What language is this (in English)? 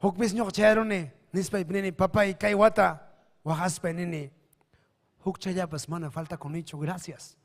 Ayacucho Quechua